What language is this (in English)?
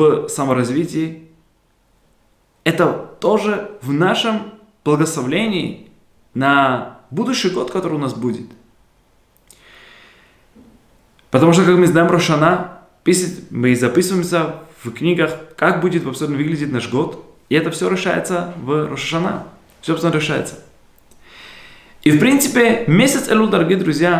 Russian